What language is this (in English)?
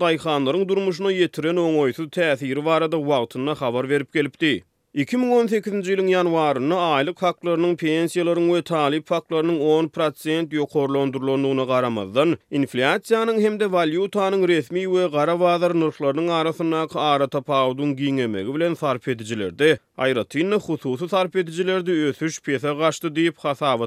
Turkmen